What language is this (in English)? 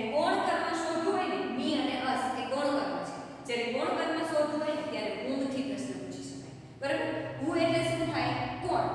Gujarati